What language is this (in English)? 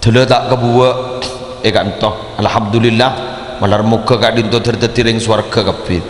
Madurese